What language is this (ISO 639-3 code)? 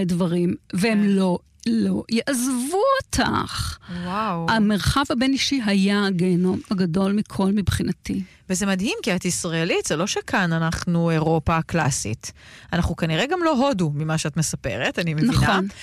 heb